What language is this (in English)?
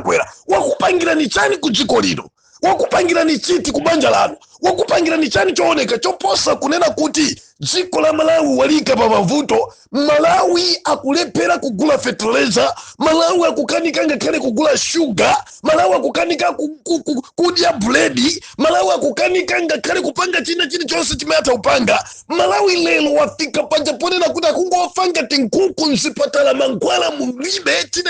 Nyanja